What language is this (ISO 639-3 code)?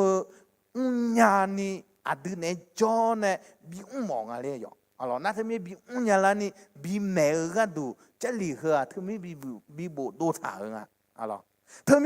ahk